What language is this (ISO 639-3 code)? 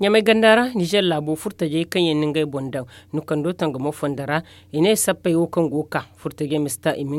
dje